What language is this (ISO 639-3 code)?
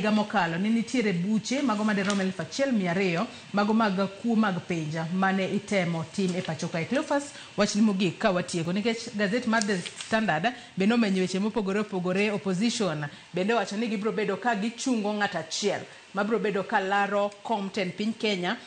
luo